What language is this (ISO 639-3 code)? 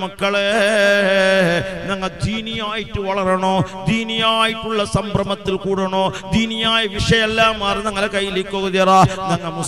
mal